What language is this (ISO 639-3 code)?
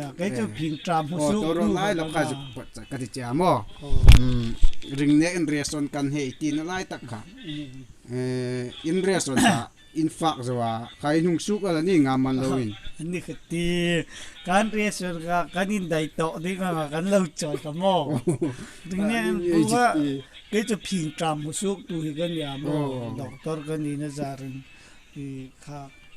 hmr